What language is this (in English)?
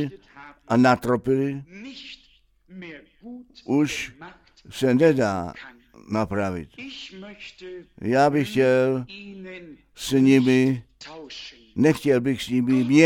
Czech